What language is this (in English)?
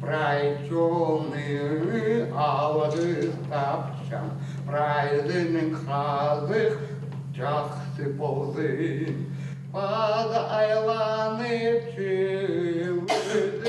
Khakas